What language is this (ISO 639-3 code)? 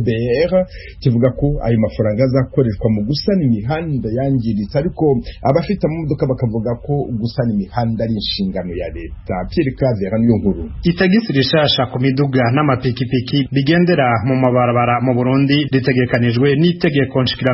run